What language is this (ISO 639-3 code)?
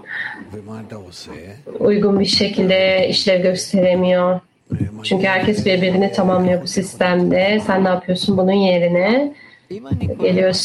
tur